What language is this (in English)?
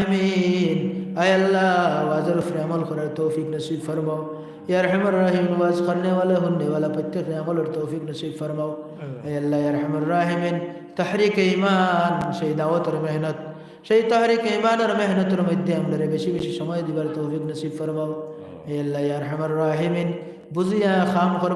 Sylheti